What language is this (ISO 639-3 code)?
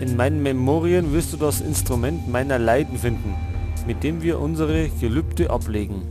bar